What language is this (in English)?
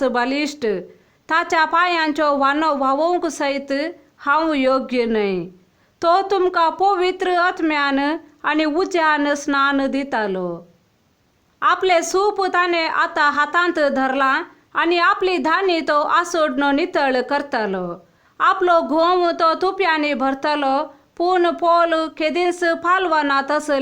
Konkani